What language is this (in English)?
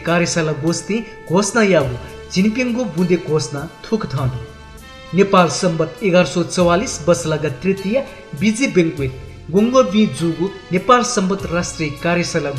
Newari